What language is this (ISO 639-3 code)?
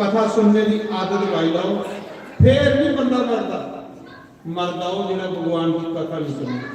doi